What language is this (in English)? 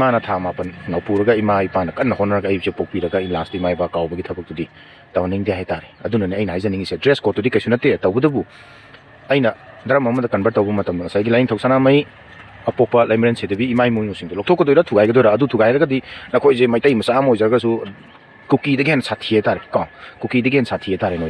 Manipuri